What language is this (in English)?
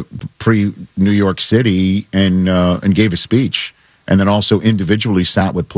English